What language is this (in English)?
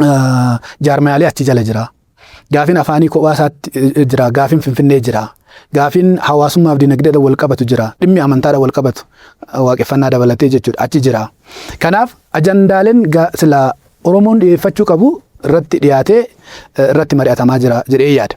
Oromo